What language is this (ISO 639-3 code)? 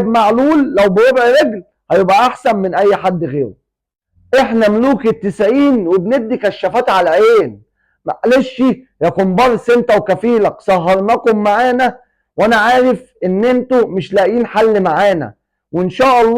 arz